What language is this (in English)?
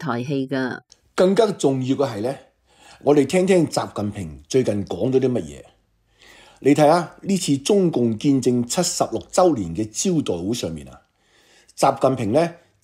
Cantonese